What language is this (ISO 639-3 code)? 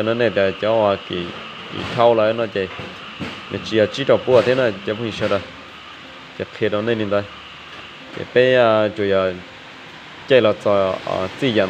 hmn